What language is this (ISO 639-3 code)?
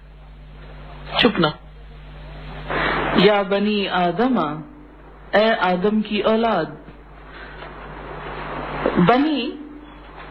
urd